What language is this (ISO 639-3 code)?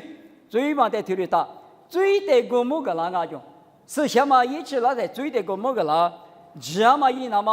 lis